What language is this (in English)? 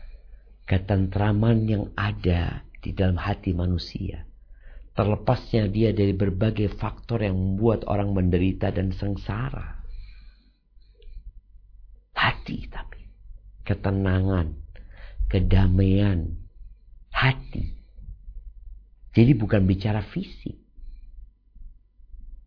Indonesian